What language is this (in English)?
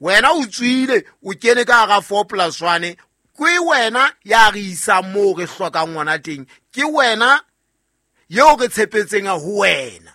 Southern Sotho